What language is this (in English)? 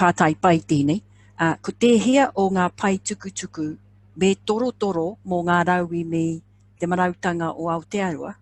Māori